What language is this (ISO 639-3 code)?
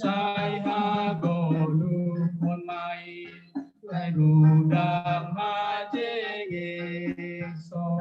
bts